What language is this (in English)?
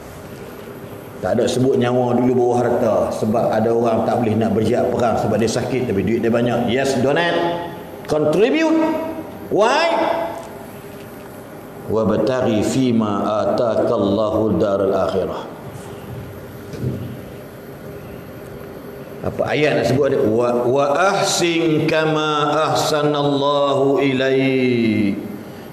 Malay